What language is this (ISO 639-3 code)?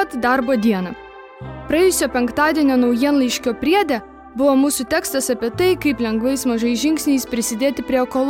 lit